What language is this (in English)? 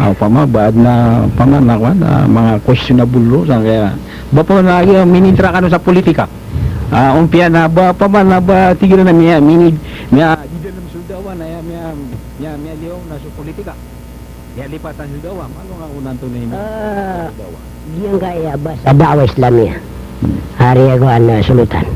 Maranao